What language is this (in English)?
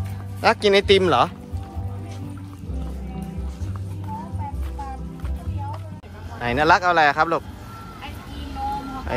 Thai